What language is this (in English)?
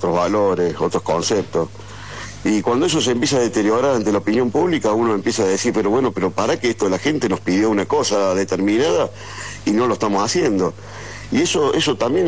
Spanish